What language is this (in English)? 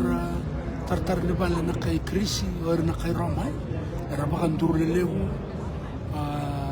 Fijian